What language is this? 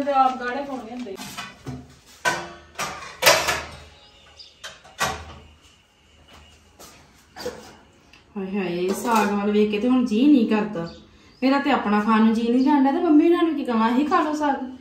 Punjabi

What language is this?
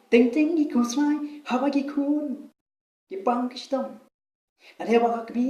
Khasi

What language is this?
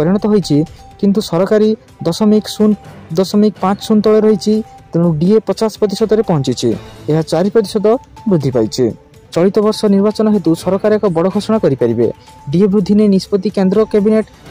Odia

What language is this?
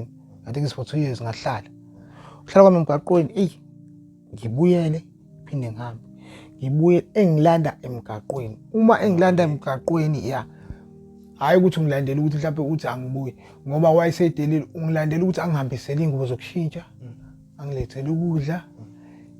Zulu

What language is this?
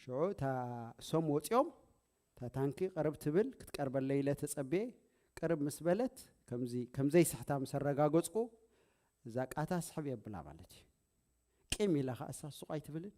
Tigrinya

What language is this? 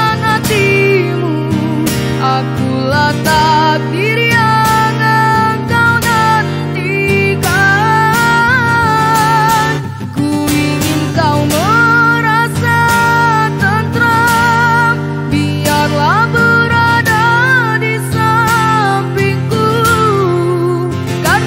Indonesian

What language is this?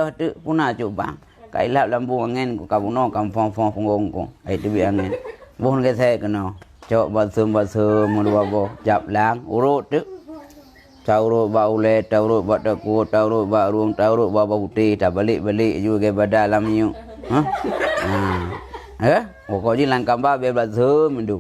Achinese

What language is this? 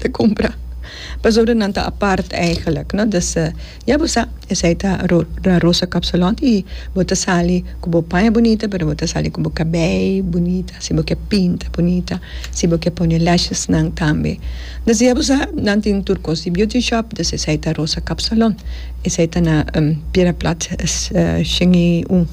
Papiamento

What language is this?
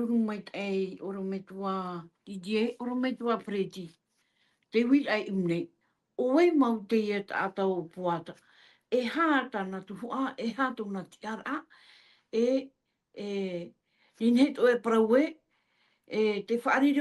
Tahitian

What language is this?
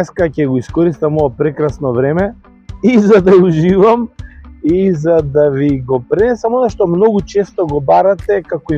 Macedonian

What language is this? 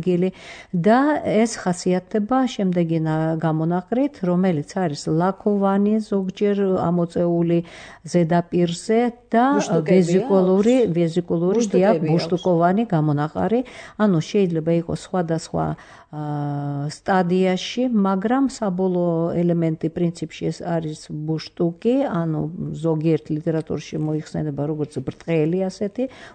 Georgian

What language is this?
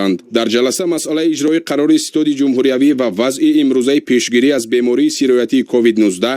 Tajik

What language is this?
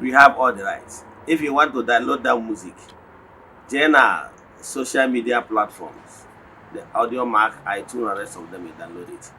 Igbo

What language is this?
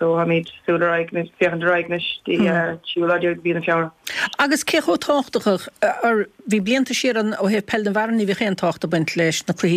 Irish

